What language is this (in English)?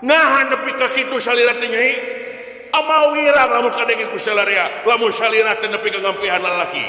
Sundanese